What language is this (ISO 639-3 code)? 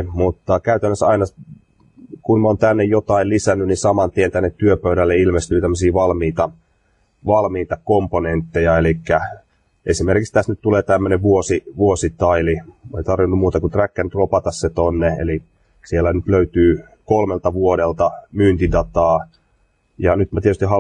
fin